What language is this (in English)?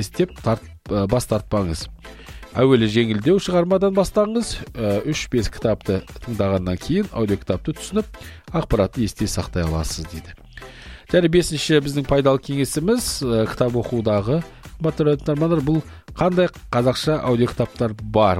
Kazakh